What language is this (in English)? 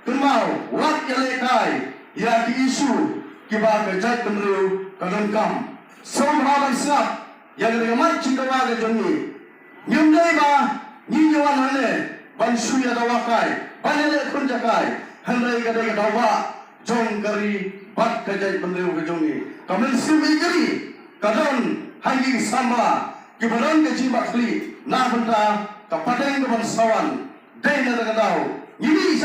Khasi